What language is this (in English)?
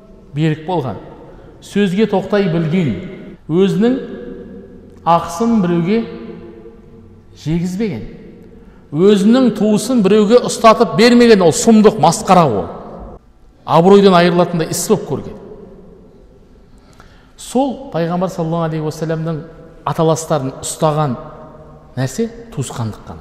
Kazakh